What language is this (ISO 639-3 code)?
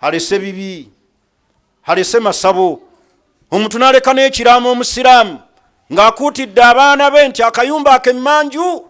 lug